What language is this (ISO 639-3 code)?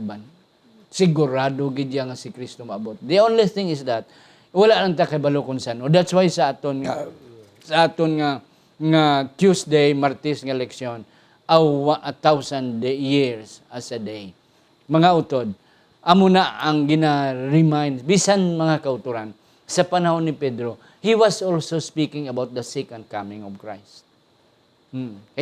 hil